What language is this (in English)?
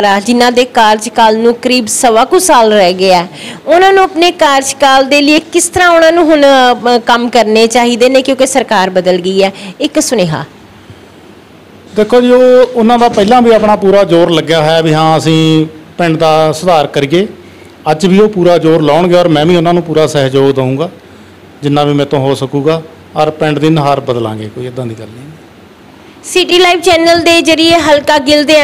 Punjabi